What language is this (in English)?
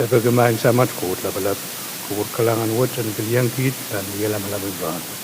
Pohnpeian